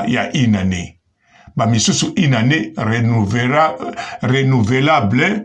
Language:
Lingala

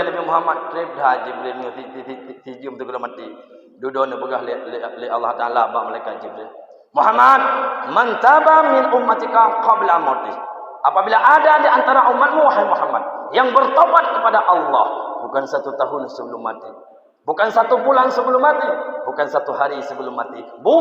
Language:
Achinese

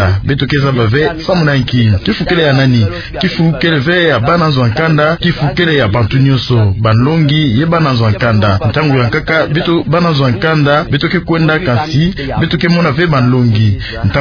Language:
Kituba (Democratic Republic of Congo)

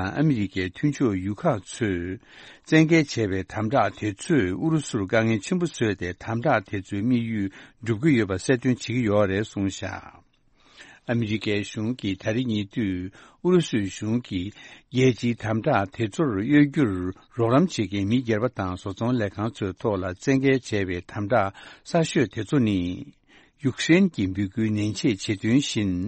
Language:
Tibetan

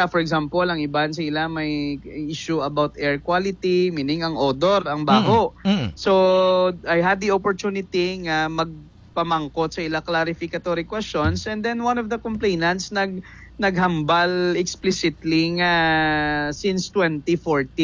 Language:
Hiligaynon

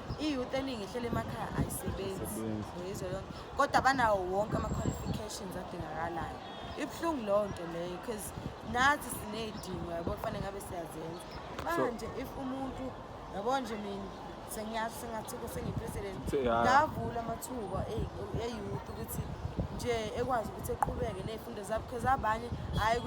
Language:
Zulu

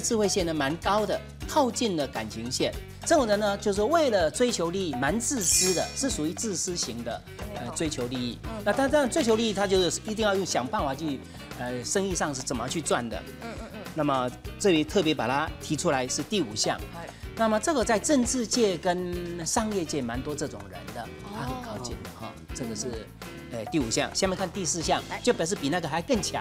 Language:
Chinese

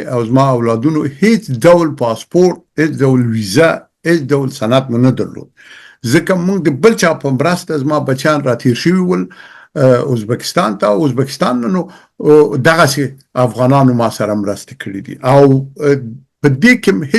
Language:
Pashto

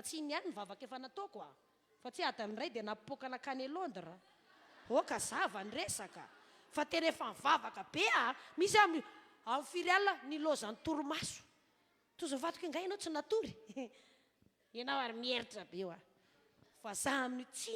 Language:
Malagasy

